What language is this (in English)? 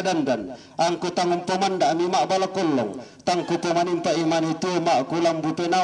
Toraja-Sa'dan